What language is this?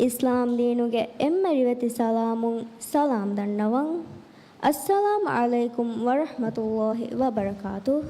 Divehi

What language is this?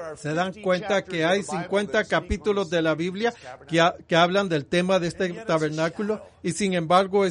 Spanish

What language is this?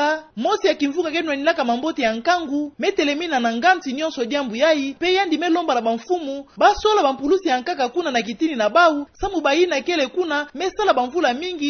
Kituba (Democratic Republic of Congo)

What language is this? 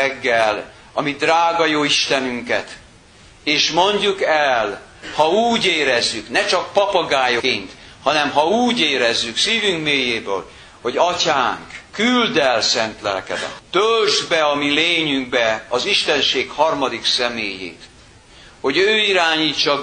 Hungarian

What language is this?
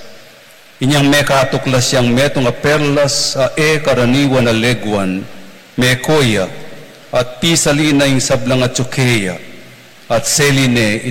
Pampanga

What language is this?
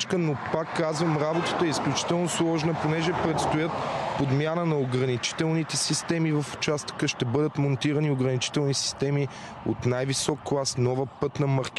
Bulgarian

